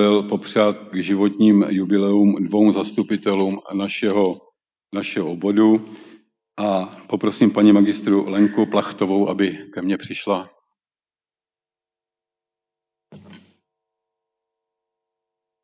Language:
Czech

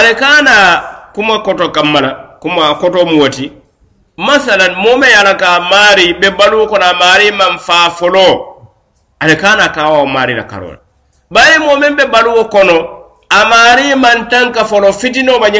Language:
Mandingo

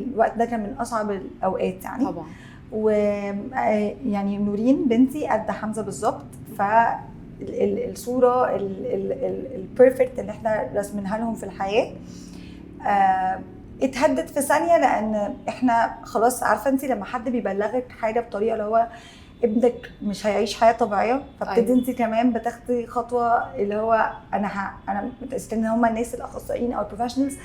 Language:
Egyptian Arabic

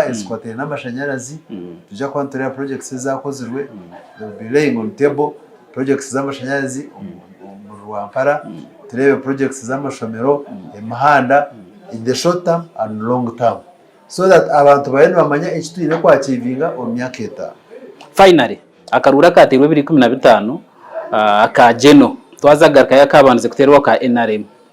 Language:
Nyankole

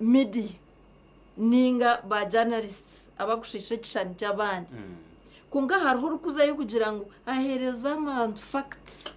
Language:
Nyankole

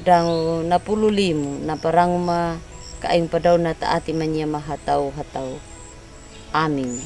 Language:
Anakalangu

